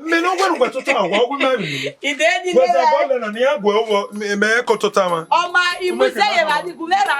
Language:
Bini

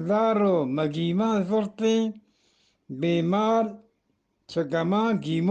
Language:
Eastern Balochi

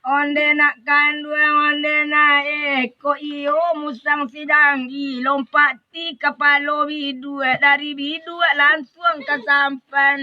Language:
Minangkabau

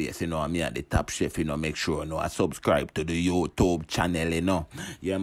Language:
Jamaican Creole English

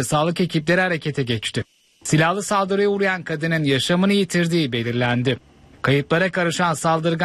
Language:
Turkish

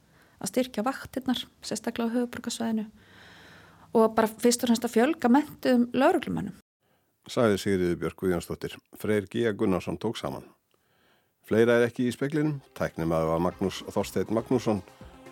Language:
Icelandic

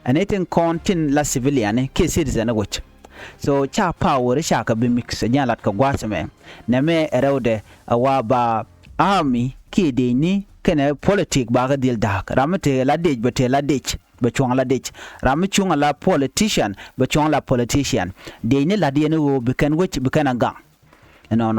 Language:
Nuer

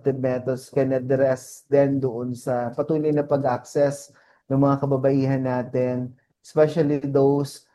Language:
Filipino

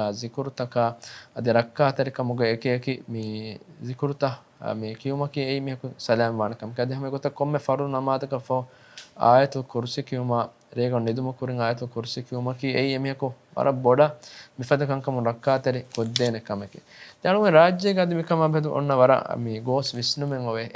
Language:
Divehi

